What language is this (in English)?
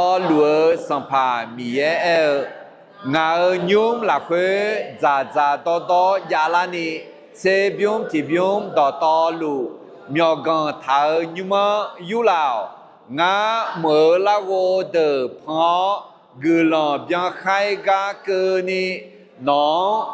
Akha